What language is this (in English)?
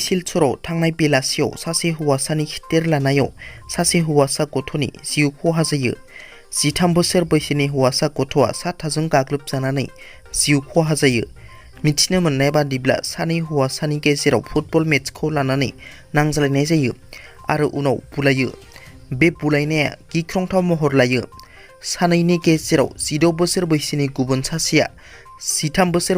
Bodo